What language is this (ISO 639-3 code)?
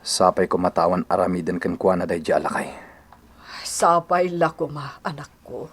ilo